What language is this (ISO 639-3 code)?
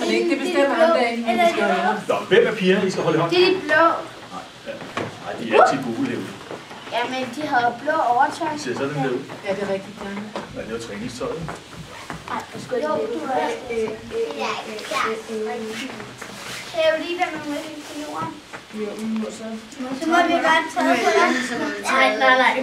dan